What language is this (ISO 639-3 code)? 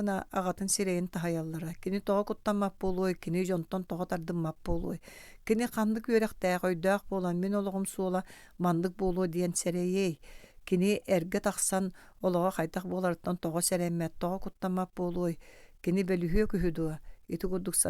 sah